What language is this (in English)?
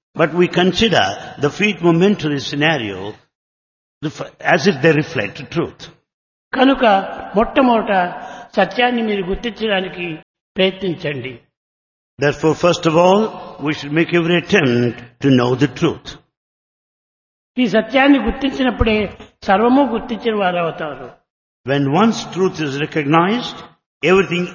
Telugu